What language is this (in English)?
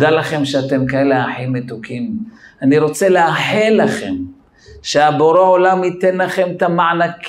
Hebrew